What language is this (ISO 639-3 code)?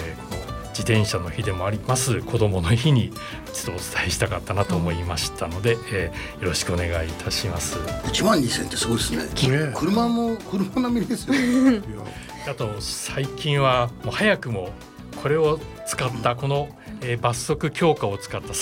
jpn